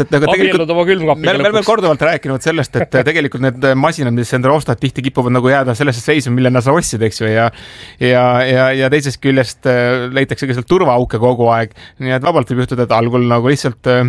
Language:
Estonian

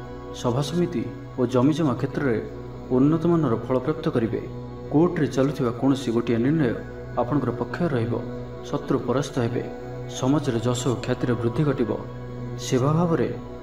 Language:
Odia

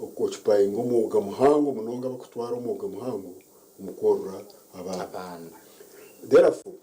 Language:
Nyankole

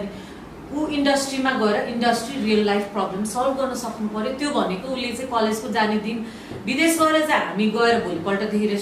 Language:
Nepali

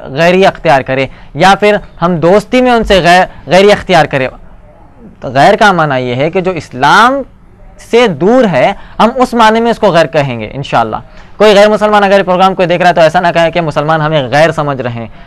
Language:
Urdu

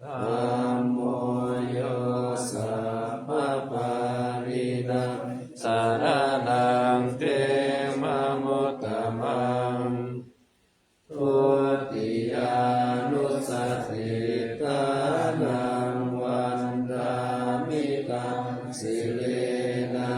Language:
Pali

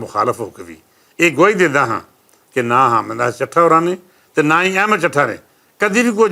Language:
Western Panjabi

